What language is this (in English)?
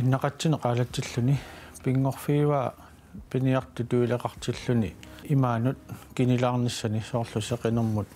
Kalaallisut